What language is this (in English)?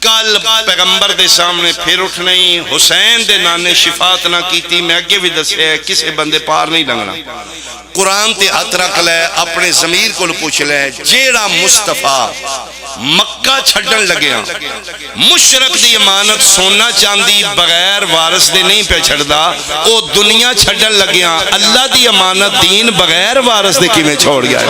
Pahari-Potwari